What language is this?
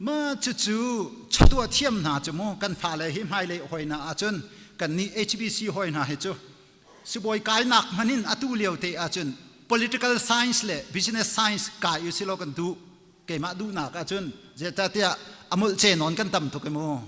Hakha Chin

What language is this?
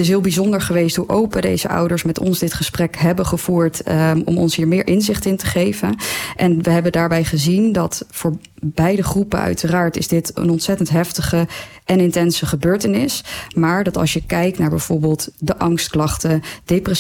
Dutch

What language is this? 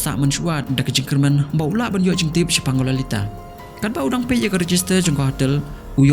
Khasi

